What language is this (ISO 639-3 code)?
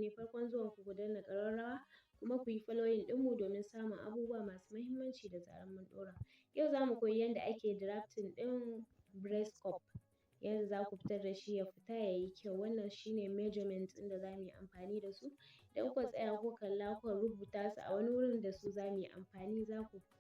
hau